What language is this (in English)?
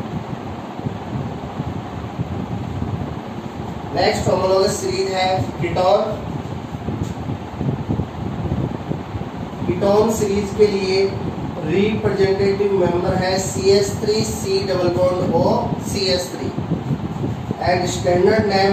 Hindi